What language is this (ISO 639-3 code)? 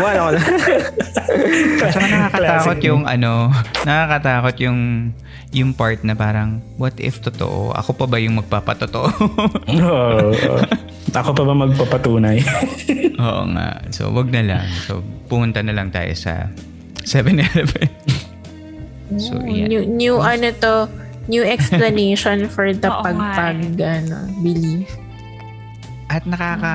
fil